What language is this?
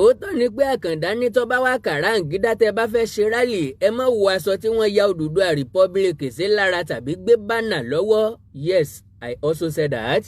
Yoruba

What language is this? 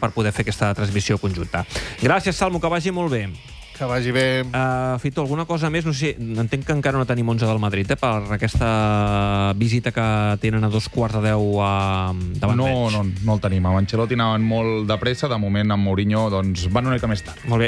Catalan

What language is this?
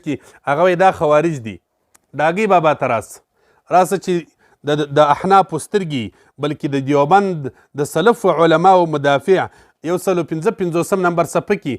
Pashto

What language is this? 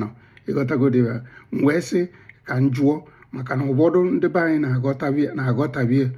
Igbo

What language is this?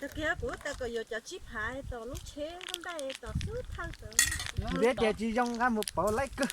Hmong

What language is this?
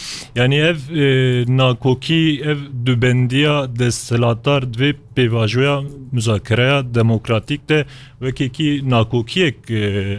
Kurdish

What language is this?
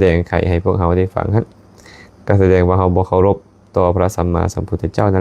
Lao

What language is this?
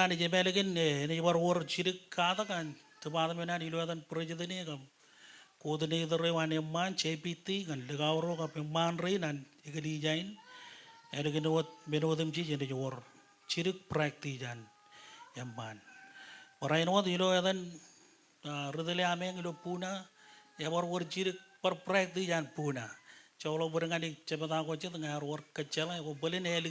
Marshallese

